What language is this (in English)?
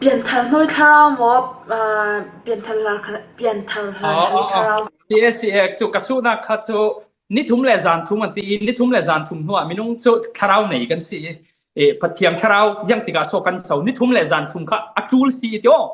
Falam Chin